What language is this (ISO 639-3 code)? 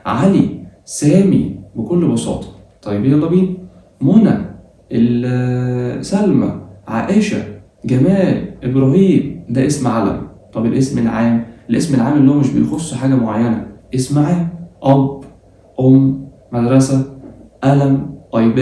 arz